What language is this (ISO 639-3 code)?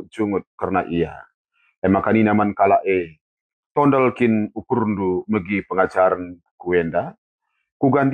btx